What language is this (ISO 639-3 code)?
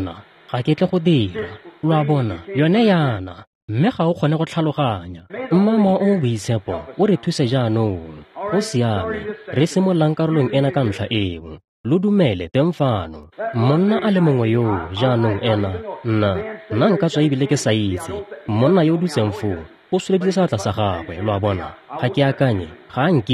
tsn